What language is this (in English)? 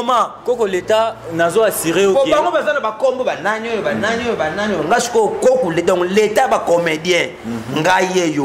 Lingala